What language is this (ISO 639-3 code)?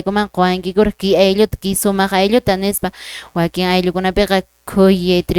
que